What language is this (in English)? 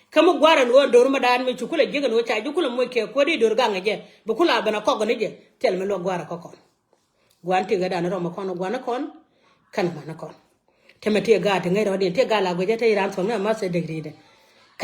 Nuer